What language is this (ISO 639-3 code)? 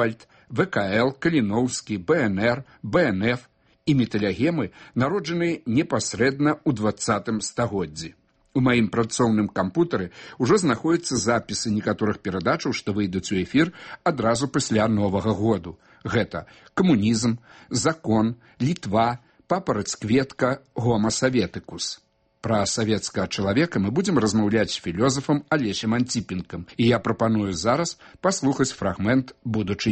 bel